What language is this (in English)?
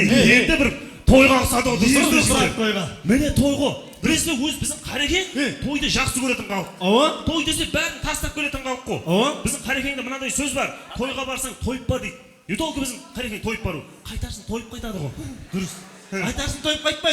Kara-Kalpak